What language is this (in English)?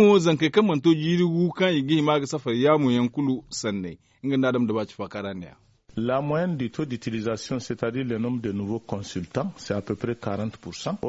Zarma